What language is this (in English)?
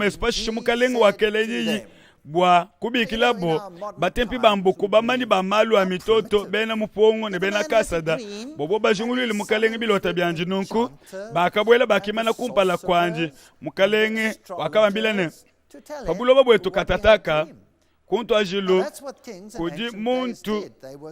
Luba-Lulua